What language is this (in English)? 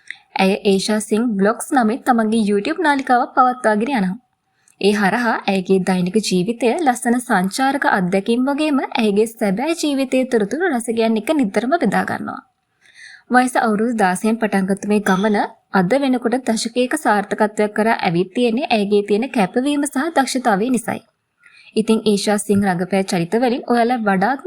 Sinhala